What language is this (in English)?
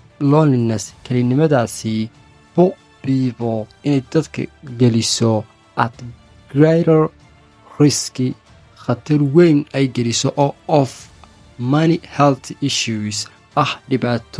Somali